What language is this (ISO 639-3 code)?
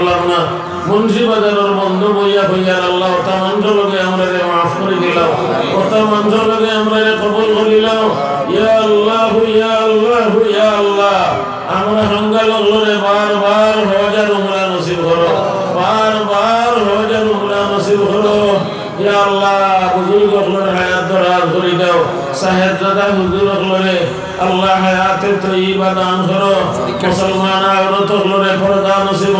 syl